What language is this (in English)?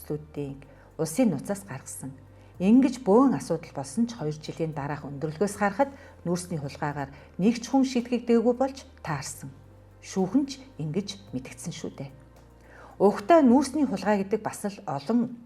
Mongolian